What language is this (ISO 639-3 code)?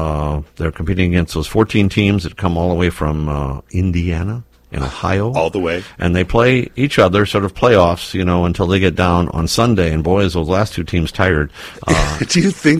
eng